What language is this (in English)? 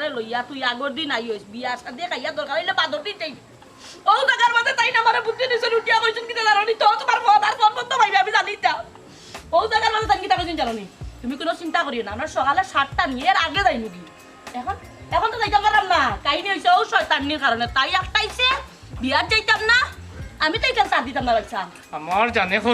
Sylheti